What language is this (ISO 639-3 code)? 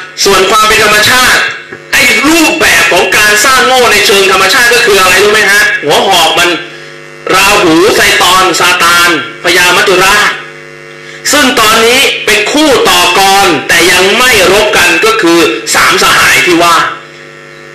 tha